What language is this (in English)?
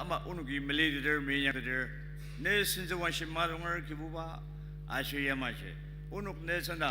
Ao Naga